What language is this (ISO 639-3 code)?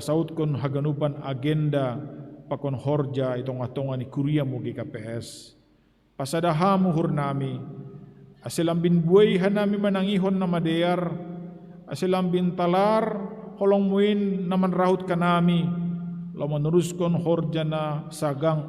bts